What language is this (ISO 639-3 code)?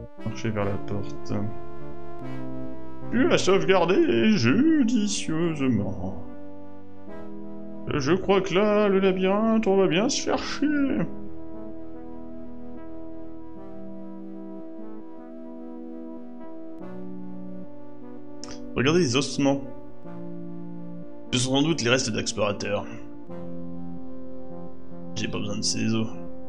fra